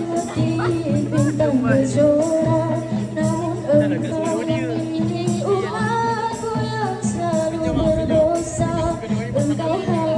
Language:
Malay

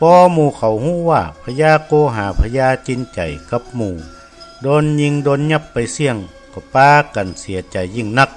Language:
Northern Thai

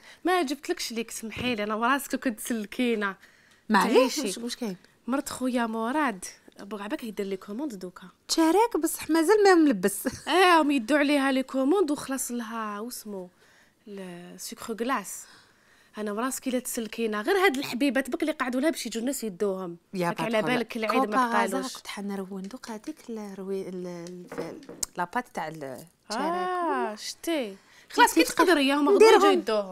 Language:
Algerian Arabic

